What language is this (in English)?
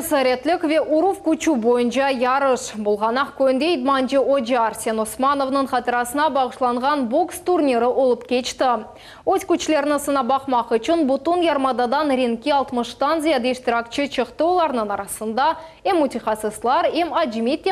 Crimean Tatar